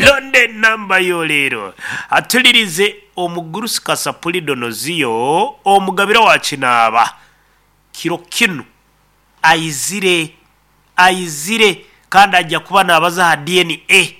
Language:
Nyoro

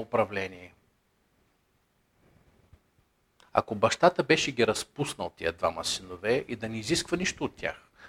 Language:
Bulgarian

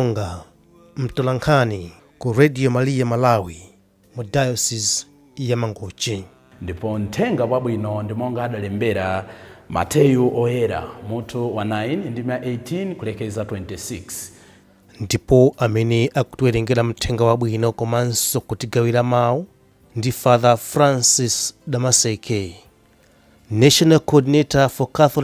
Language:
Nyanja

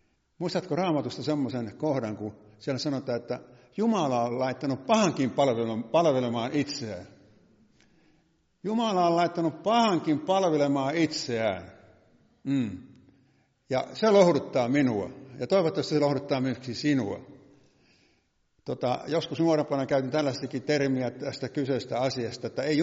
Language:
Finnish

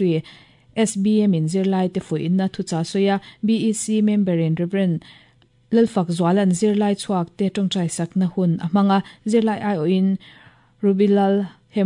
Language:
Mizo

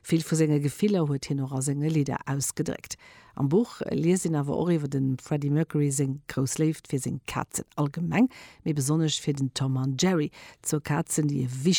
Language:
Luxembourgish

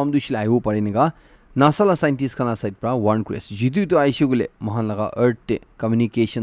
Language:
Naga Pidgin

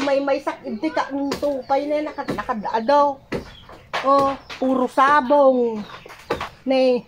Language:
Iloko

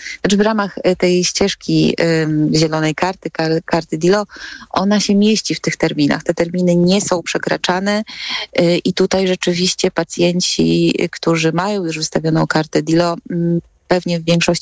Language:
Polish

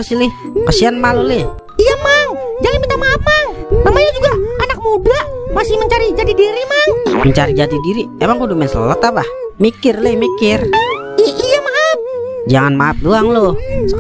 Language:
Betawi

